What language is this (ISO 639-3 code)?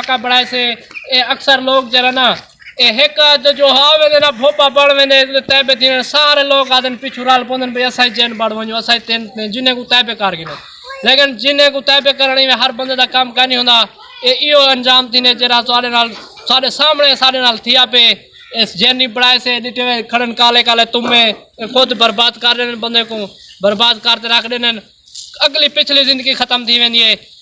skr